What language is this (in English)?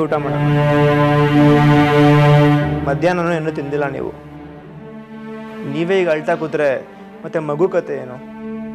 Kannada